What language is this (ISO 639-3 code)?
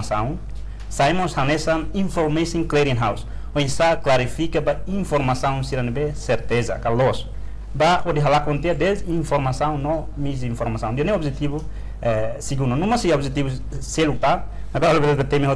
tet